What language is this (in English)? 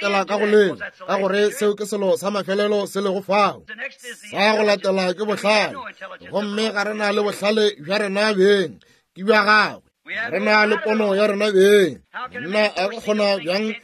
Northern Sotho